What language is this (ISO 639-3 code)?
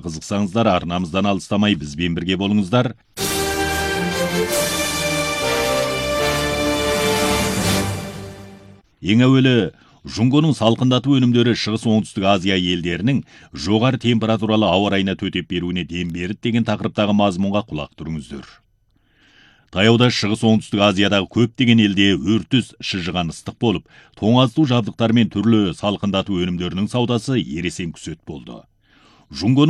kaz